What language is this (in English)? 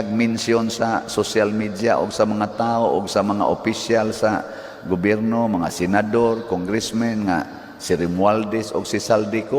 Cebuano